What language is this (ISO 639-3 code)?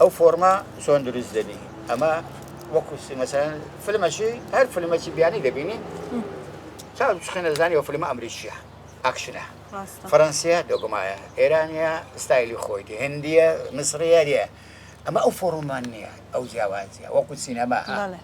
ckb